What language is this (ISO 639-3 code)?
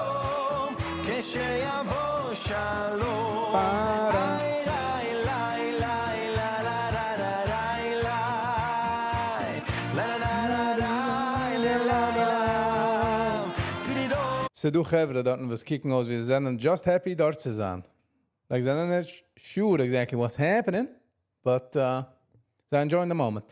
yid